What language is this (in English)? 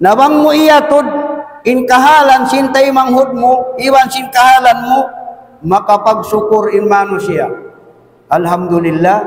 Tausug